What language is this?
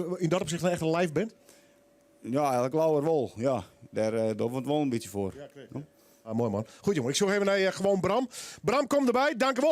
Western Frisian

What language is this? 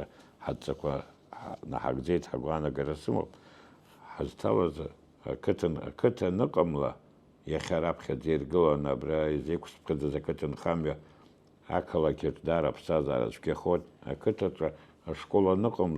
Abkhazian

